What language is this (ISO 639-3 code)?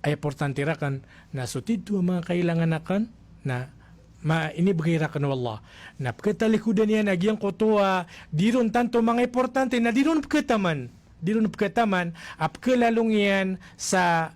mrw